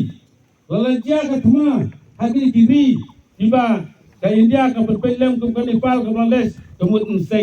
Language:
Khasi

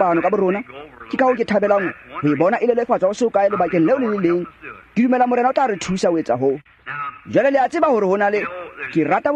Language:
Tswana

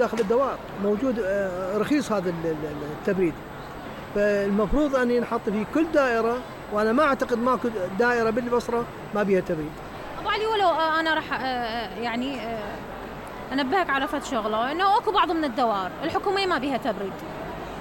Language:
Mesopotamian Arabic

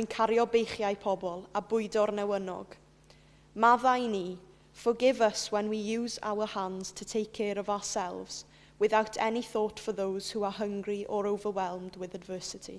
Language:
Welsh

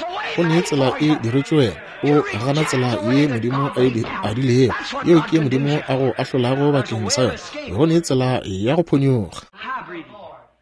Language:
Northern Sotho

